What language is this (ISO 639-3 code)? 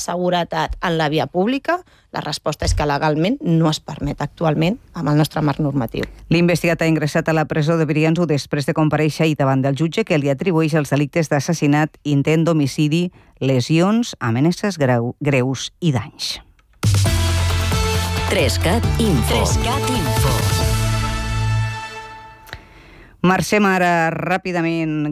cat